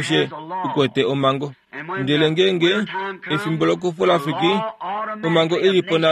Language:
Kuanyama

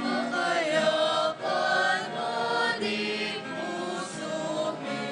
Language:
Pampanga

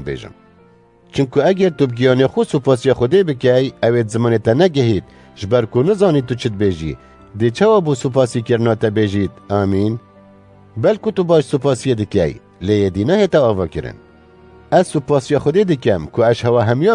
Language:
Kurdish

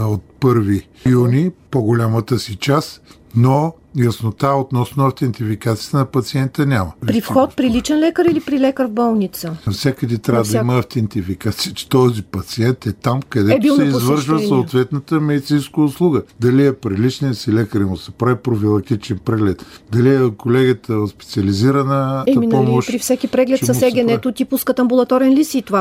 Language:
Bulgarian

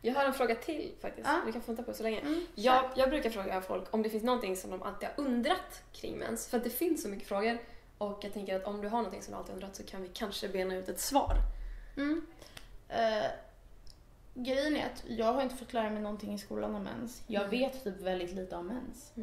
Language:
Swedish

